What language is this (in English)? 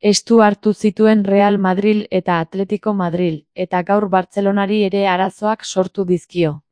Basque